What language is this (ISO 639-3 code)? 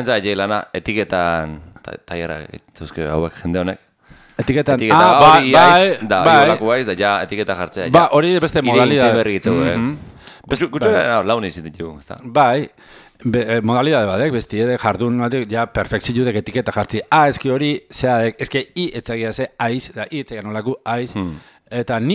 eus